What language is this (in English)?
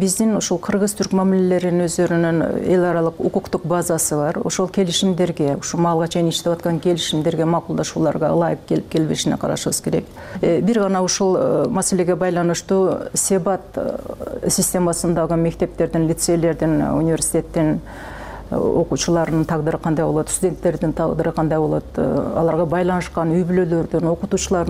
Kyrgyz